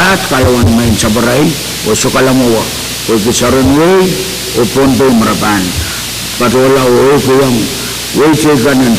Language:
Pohnpeian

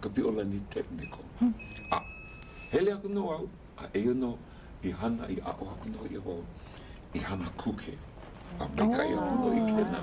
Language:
Hawaiian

